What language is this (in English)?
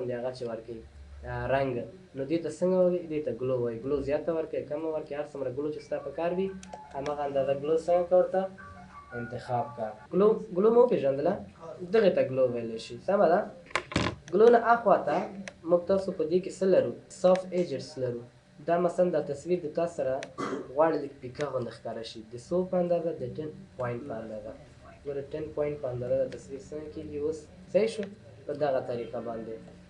Pashto